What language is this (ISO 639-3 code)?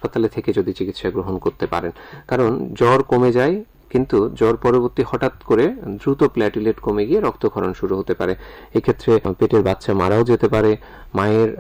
ben